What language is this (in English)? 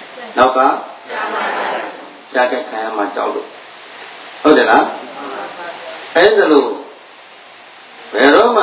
Burmese